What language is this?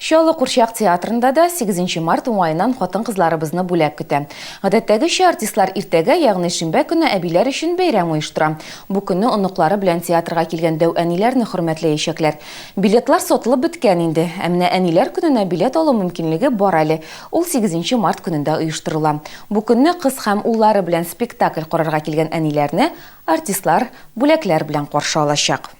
Tatar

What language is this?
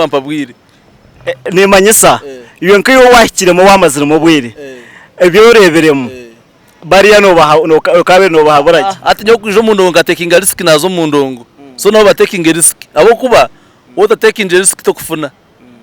Nyankole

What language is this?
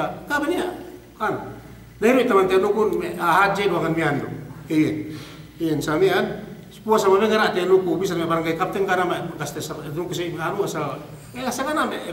Yakan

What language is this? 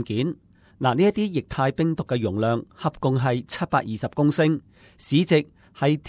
Cantonese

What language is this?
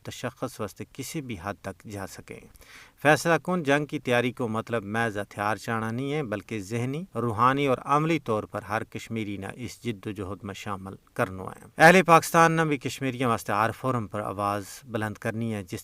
Gujari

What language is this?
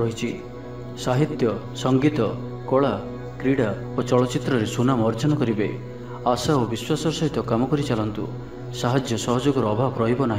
Odia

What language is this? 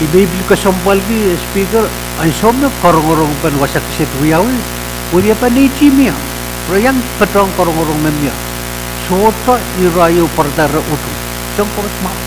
Pohnpeian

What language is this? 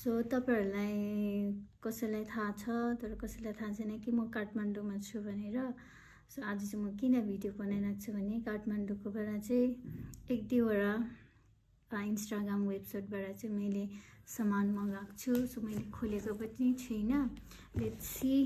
Nepali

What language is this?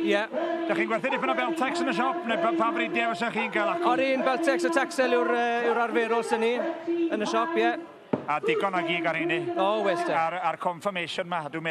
Welsh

